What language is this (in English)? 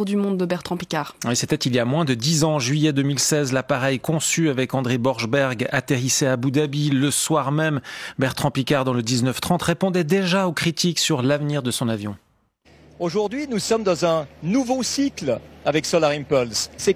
French